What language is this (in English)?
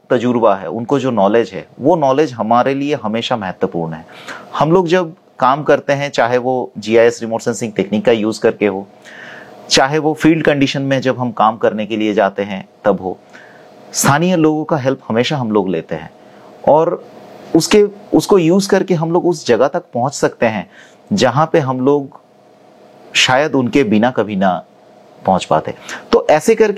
Hindi